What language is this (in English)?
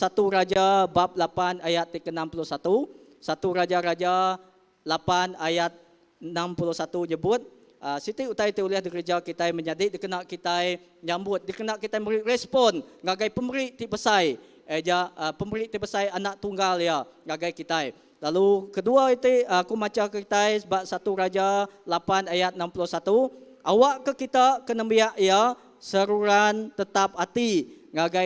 Iban